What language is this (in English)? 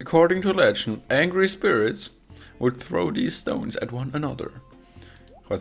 Swiss German